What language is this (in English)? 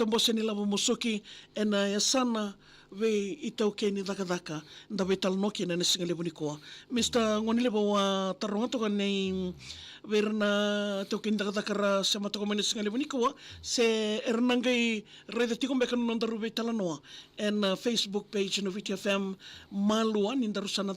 Fijian